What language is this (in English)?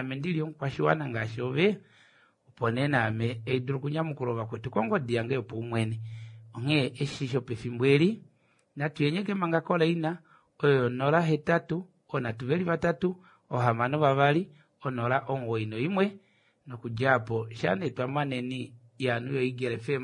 Kuanyama